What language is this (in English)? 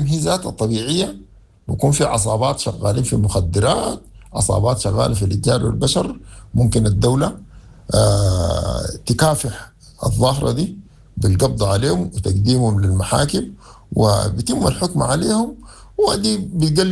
Sudanese Arabic